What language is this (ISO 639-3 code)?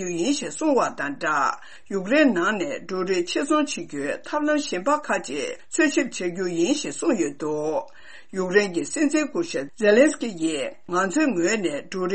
bod